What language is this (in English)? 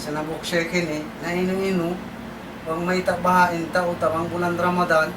Tausug